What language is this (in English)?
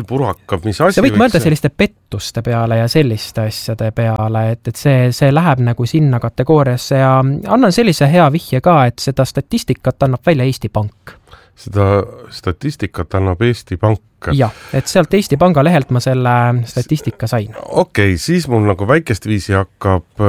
Estonian